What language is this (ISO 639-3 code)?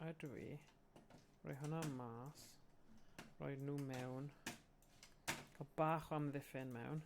cym